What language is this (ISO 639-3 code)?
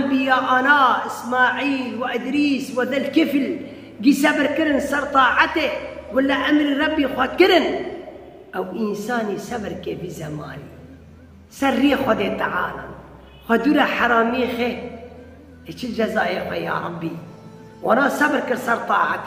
kur